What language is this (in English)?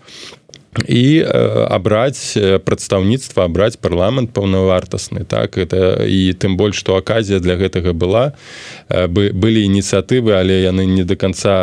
Belarusian